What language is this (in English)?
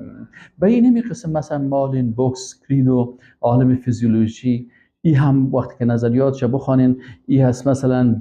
Persian